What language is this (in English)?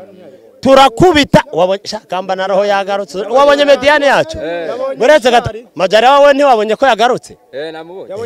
Kinyarwanda